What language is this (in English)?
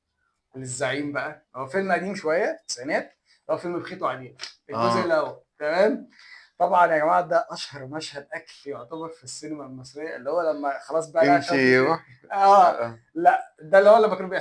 Egyptian Arabic